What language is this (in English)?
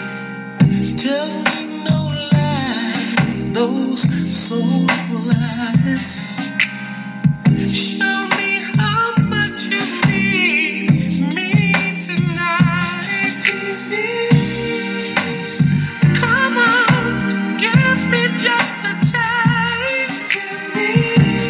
English